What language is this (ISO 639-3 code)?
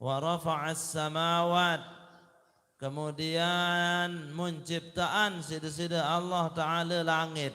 sas